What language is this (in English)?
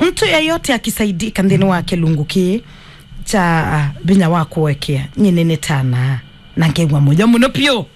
Kamba